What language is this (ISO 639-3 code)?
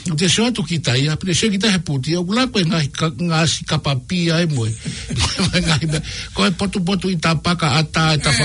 ton